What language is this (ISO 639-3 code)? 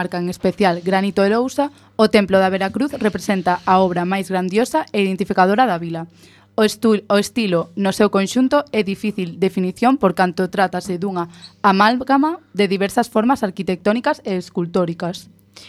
glg